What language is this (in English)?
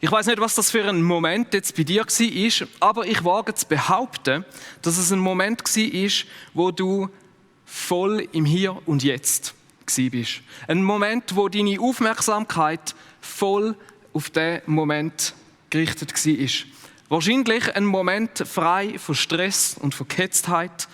Swiss German